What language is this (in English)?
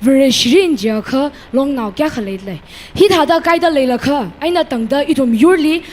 Tangkhul Naga (India)